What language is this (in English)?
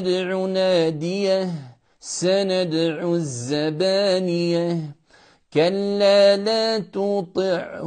Bosnian